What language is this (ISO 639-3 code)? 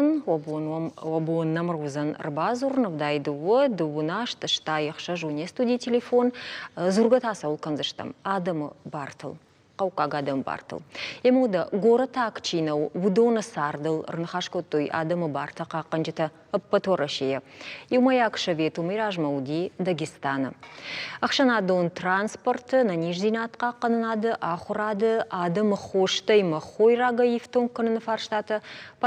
oss